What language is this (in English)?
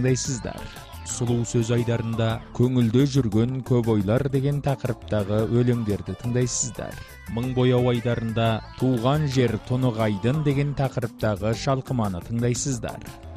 Kazakh